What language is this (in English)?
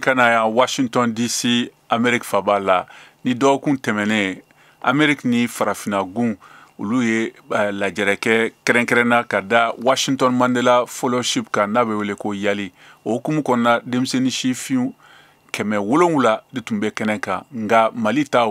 Bambara